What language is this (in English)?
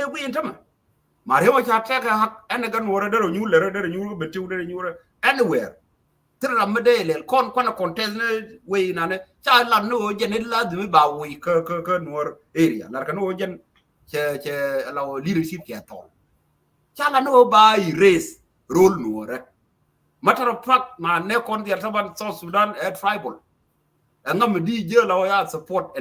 Nuer